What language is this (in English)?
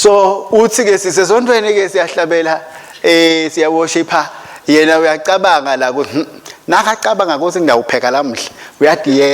Swati